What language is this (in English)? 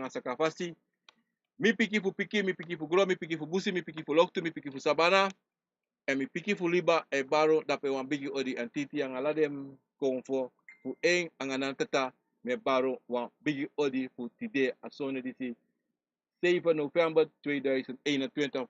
Sranan Tongo